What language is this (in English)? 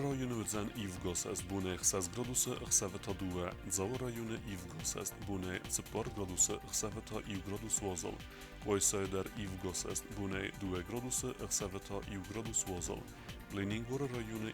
Ossetic